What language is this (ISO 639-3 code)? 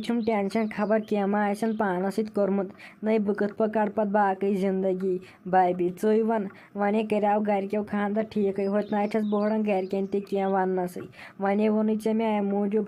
kas